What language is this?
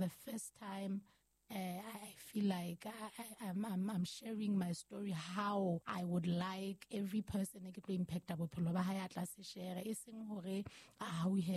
Southern Sotho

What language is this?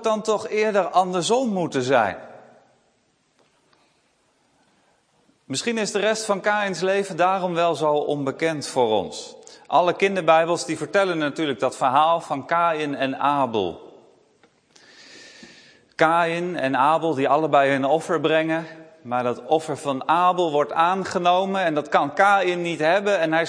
Dutch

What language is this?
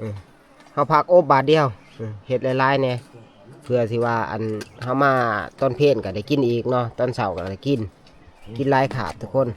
Northeastern Thai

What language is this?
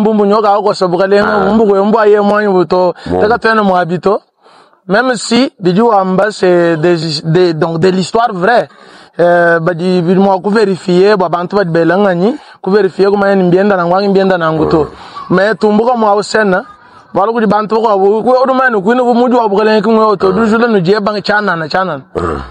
Luba-Lulua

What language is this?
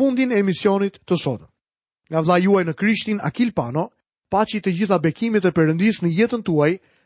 Albanian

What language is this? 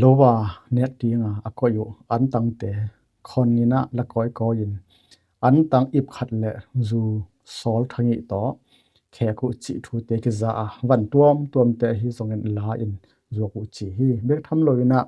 Tedim Chin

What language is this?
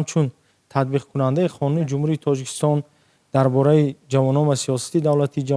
Tajik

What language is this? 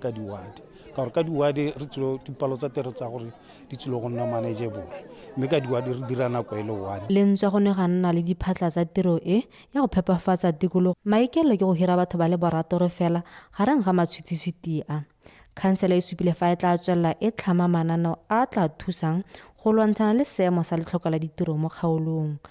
Tswana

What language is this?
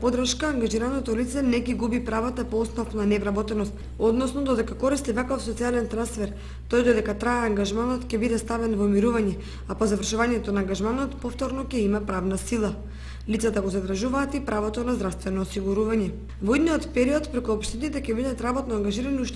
Macedonian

